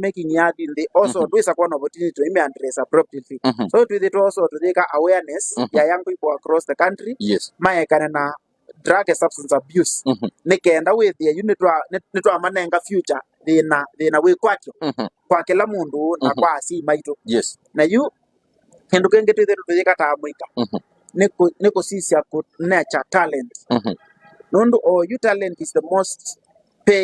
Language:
Kamba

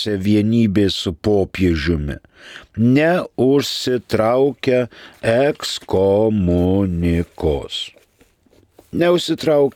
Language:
Lithuanian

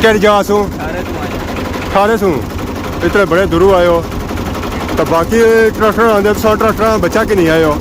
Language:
Pahari-Potwari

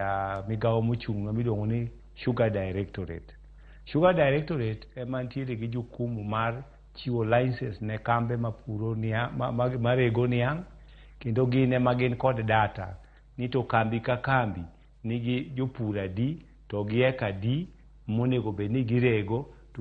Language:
Luo (Kenya and Tanzania)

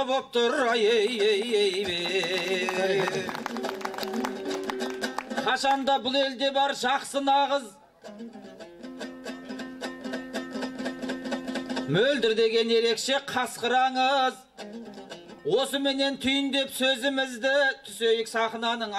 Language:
Kazakh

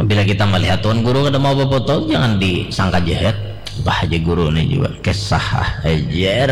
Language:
Banjar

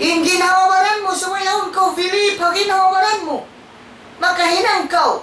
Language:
Tausug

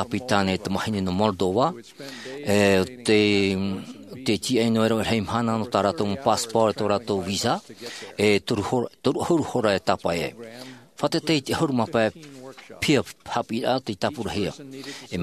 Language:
Tahitian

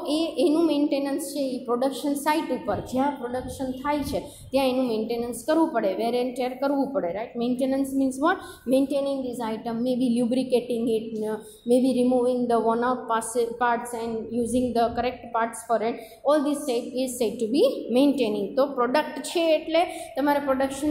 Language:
Gujarati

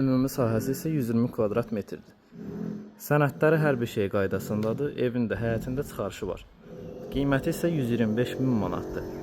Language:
Azerbaijani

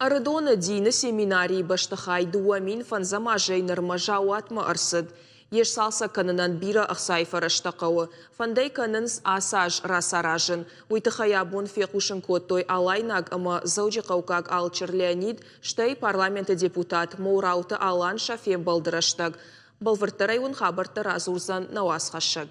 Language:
Ossetic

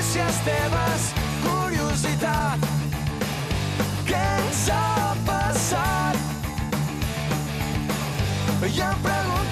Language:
Catalan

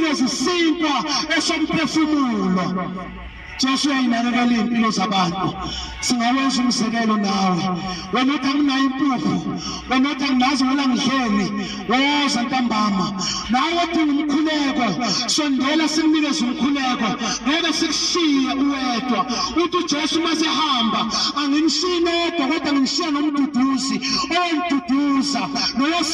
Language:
Zulu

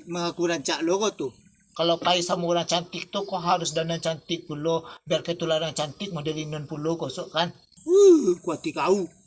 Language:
Minangkabau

